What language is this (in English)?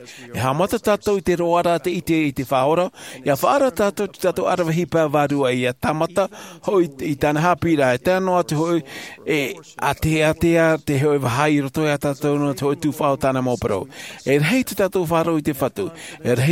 Tahitian